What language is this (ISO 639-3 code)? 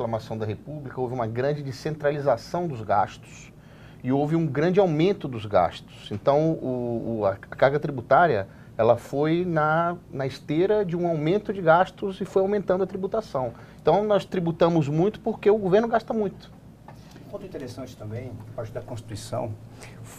por